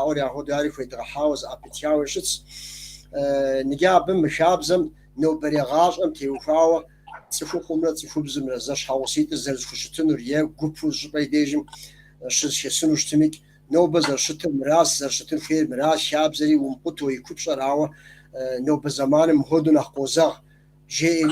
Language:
Kabardian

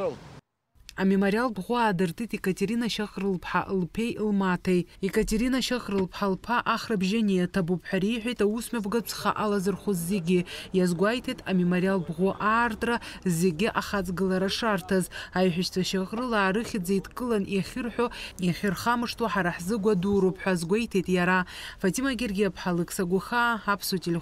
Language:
Abkhazian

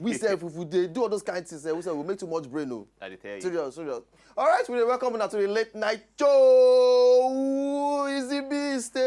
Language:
Nigerian Pidgin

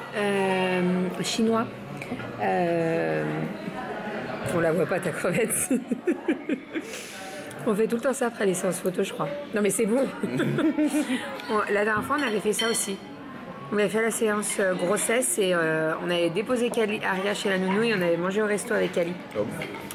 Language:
French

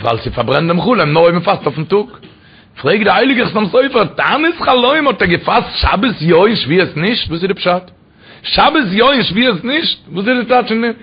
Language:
Yiddish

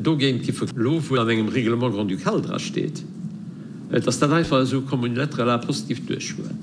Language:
Luxembourgish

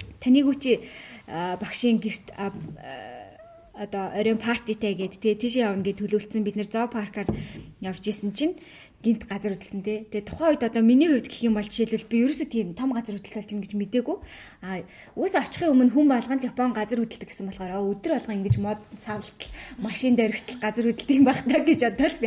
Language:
Mongolian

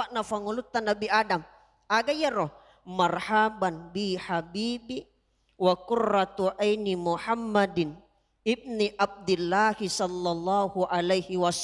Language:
Buginese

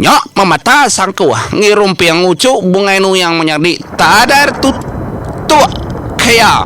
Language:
Iban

